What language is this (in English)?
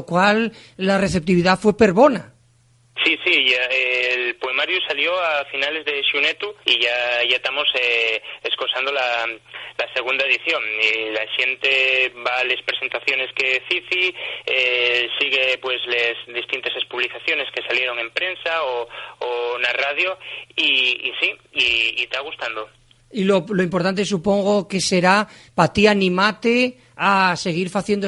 Asturian